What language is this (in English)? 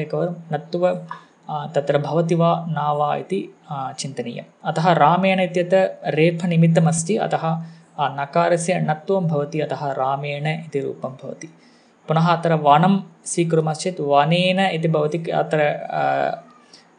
Sanskrit